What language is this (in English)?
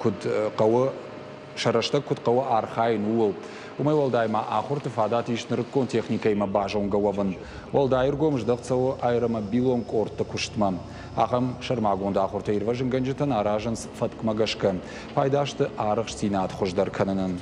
Ossetic